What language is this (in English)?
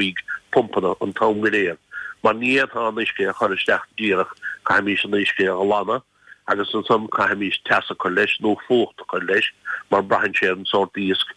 Irish